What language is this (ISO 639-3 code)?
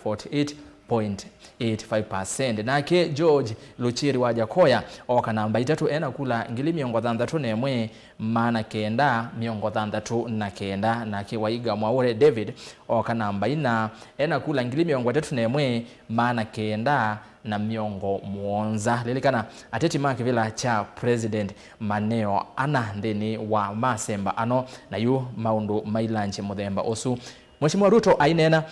kam